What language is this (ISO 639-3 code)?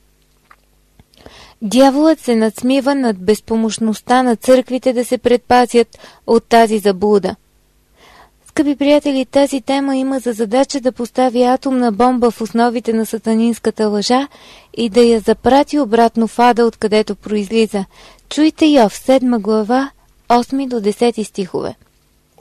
bul